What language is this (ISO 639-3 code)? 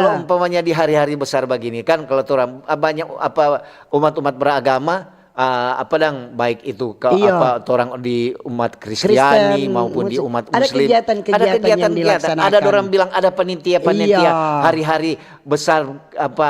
xmm